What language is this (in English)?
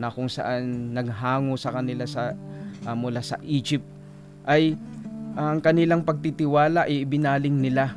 Filipino